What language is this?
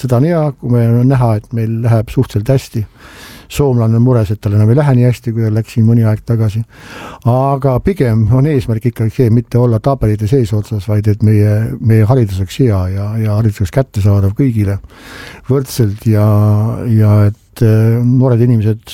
Estonian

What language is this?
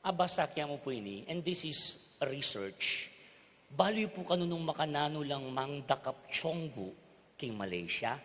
Pampanga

